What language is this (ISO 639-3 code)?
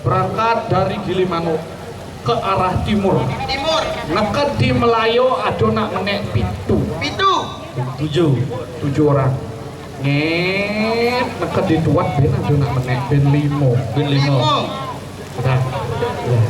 ban